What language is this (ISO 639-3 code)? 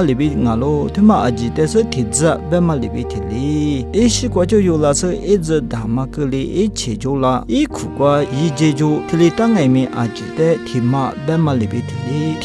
lis